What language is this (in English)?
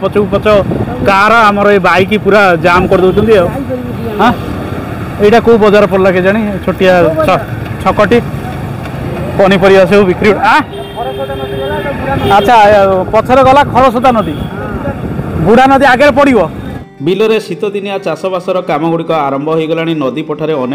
Odia